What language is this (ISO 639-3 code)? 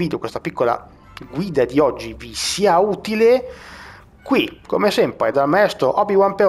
ita